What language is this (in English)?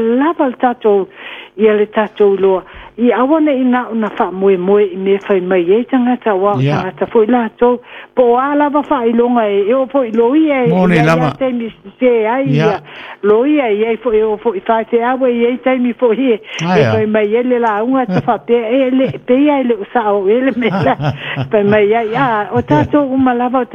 Samoan